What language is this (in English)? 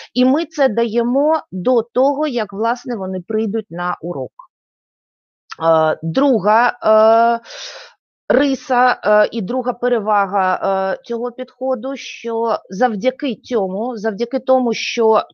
Ukrainian